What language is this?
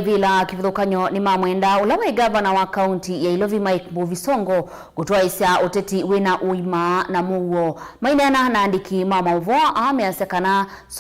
Kamba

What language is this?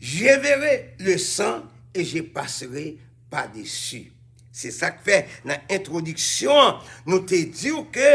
Haitian Creole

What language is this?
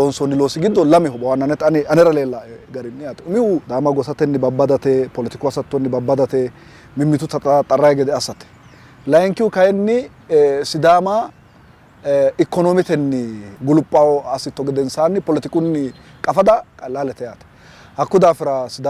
Sidamo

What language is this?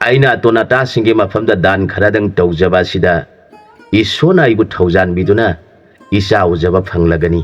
Manipuri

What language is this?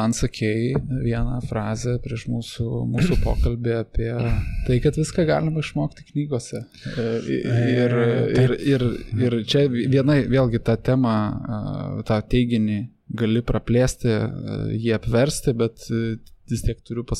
Lithuanian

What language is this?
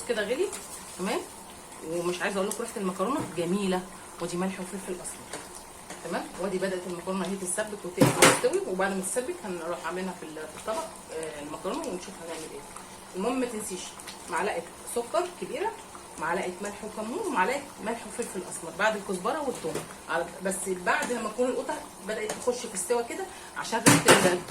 Egyptian Arabic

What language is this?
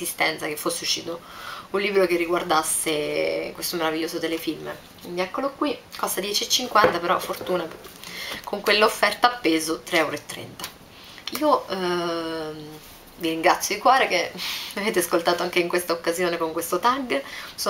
Italian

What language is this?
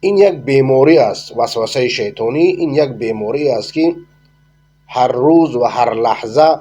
Persian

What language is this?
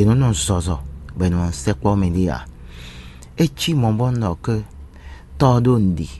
Fon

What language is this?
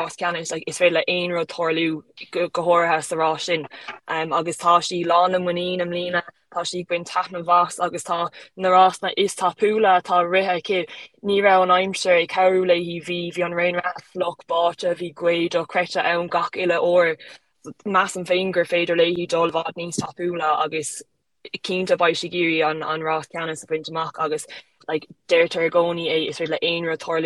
Irish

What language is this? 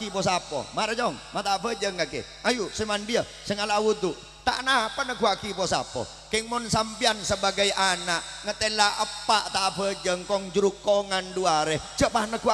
Madurese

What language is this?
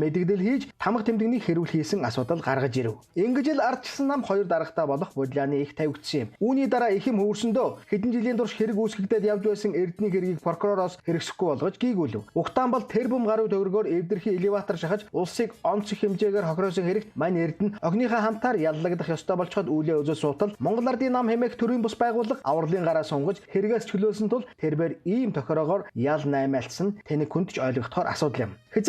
Mongolian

